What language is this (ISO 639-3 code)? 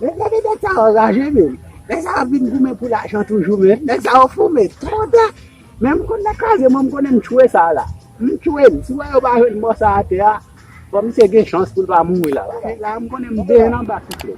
hat